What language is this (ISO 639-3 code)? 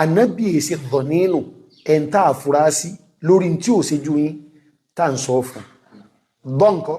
yor